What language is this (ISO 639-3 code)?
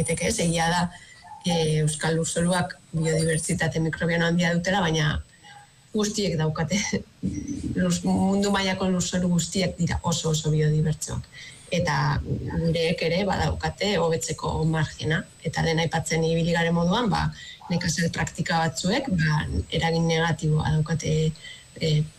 eus